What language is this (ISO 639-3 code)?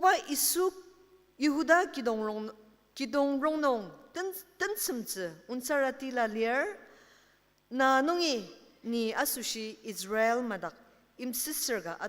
njo